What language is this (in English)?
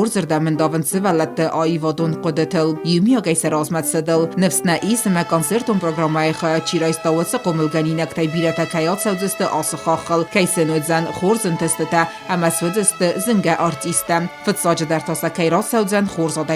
Ossetic